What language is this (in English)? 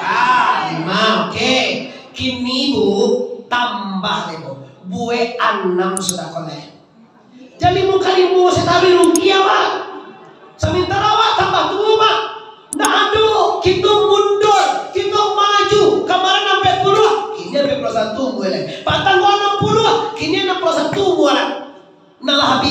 Minangkabau